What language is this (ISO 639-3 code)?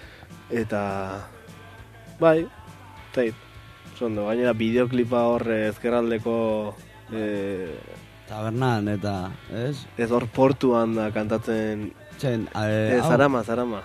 eus